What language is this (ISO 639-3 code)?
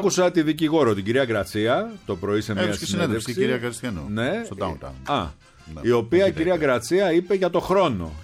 ell